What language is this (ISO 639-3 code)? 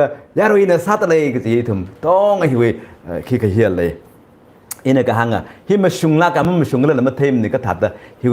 nmf